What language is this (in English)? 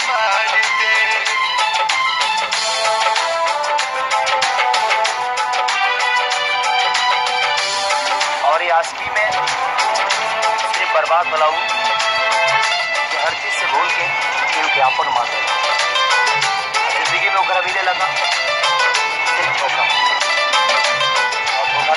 Bhojpuri